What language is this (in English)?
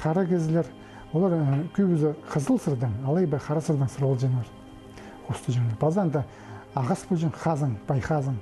Khakas